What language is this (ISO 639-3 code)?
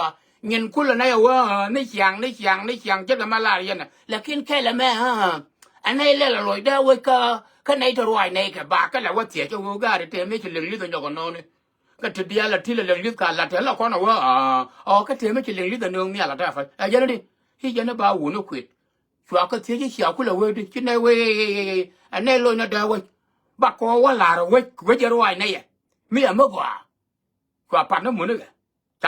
nus